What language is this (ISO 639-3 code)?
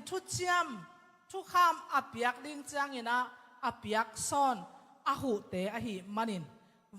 ctd